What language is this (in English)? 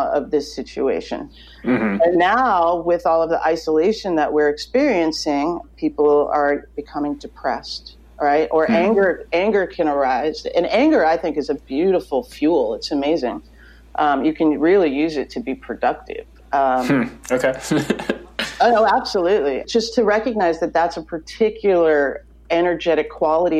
English